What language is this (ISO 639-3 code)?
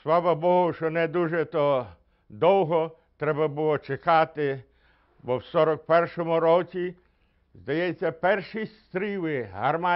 ukr